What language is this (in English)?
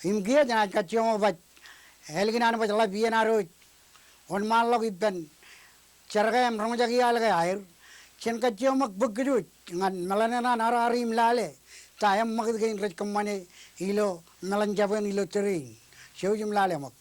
Marshallese